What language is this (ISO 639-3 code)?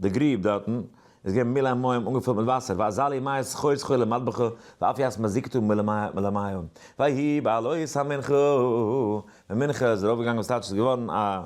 yid